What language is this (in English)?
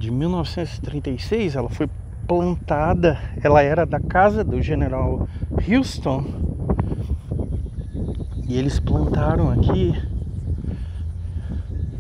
Portuguese